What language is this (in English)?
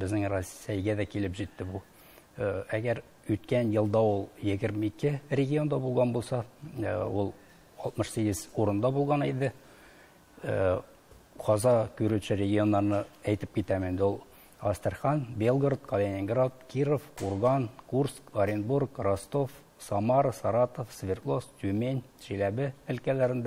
Tatar